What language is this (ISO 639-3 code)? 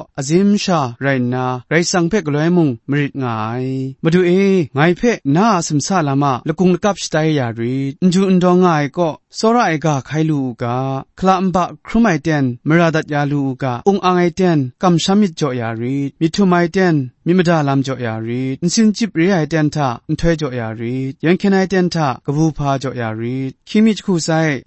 kac